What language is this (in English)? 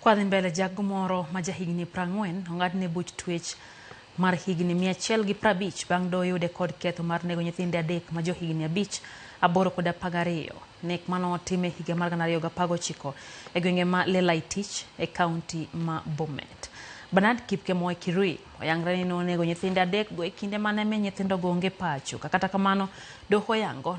Luo (Kenya and Tanzania)